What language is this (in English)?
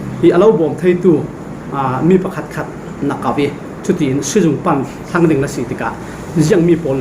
Falam Chin